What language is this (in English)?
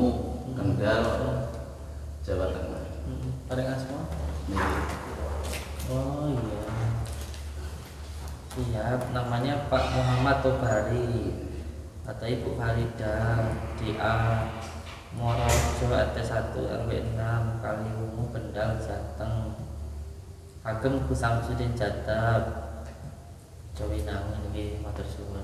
Indonesian